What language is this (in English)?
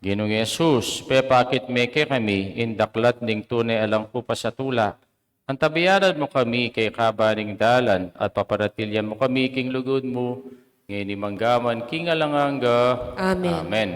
Pampanga